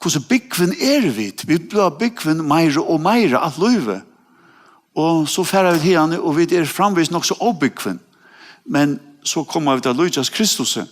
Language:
Faroese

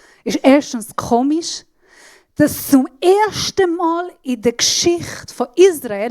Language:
Swiss German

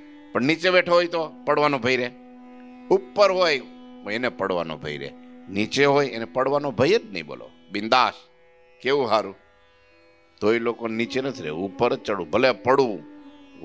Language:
Gujarati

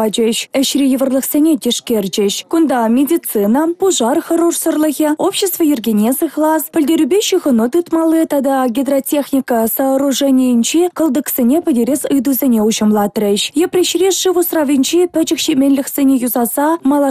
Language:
Chuvash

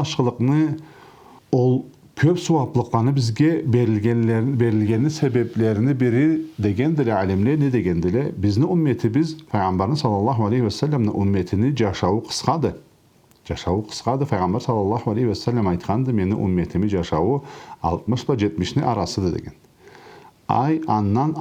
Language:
Karachay-Balkar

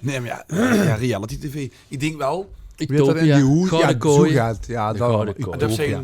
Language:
Limburgish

